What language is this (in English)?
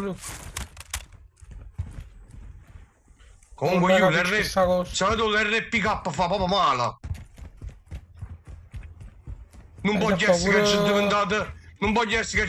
Italian